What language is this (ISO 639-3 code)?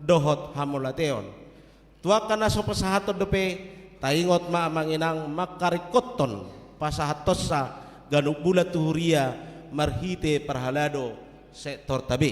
bbc